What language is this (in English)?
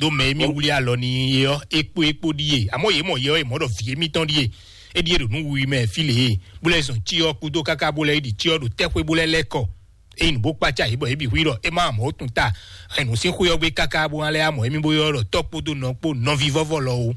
Fon